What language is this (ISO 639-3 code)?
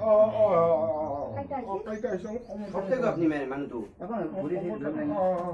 asm